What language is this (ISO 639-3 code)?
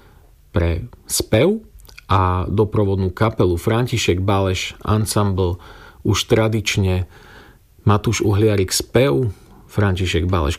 slk